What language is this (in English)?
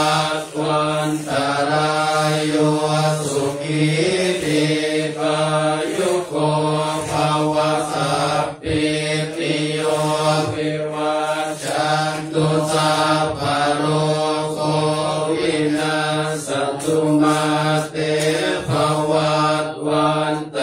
Pali